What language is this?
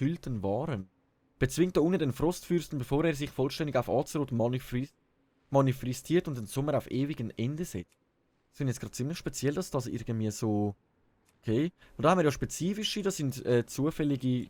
Swiss German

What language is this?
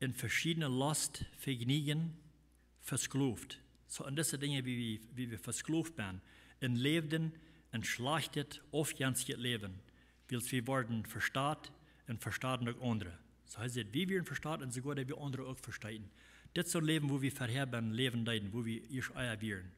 Plautdietsch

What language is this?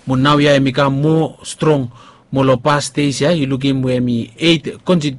Bislama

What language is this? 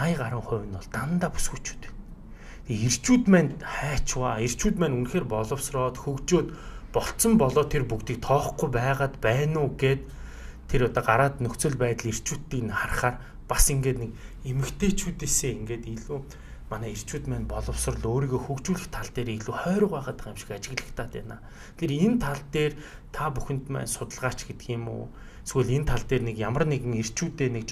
Mongolian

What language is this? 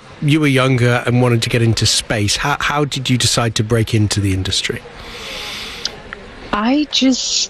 English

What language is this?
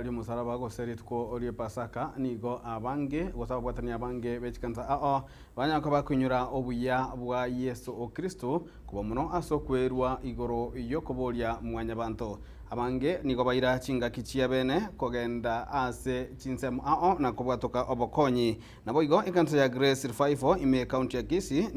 Gusii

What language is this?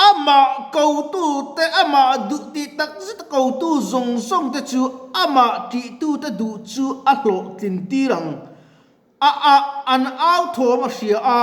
Mizo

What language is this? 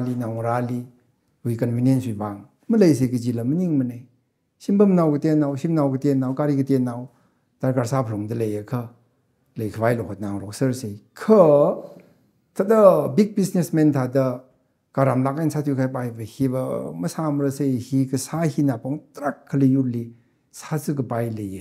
Tangkhul Naga (India)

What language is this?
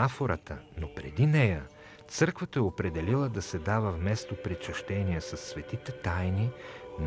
Bulgarian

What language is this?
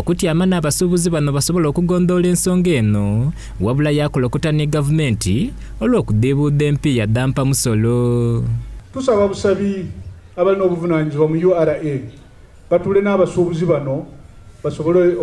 Soga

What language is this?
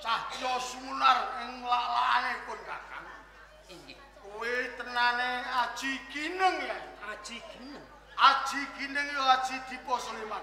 Javanese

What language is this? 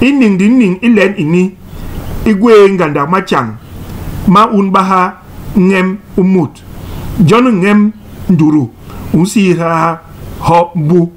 Basaa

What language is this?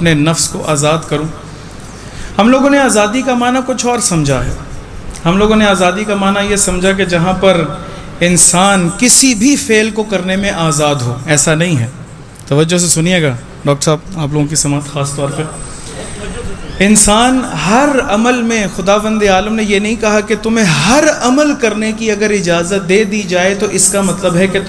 Urdu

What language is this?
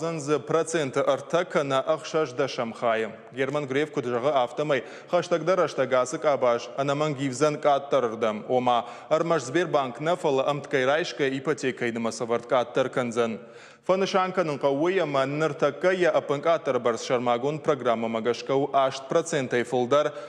Ossetic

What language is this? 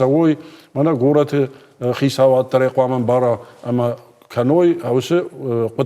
Ossetic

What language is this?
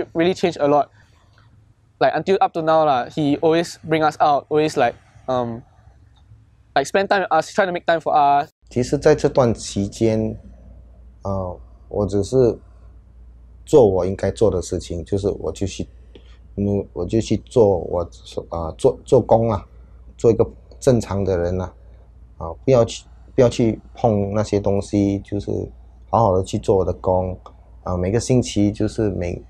Chinese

